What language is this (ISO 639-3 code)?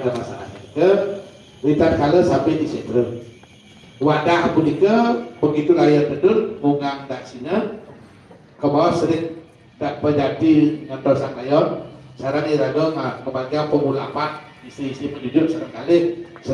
ban